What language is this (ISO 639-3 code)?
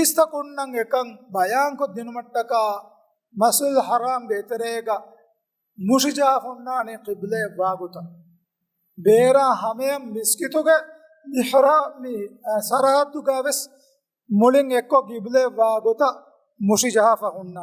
div